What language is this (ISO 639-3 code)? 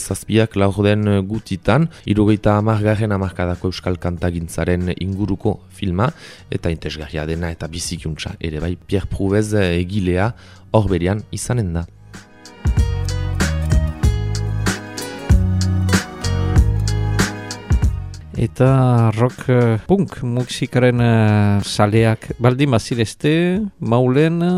eus